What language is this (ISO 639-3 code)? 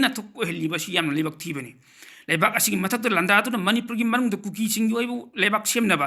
mni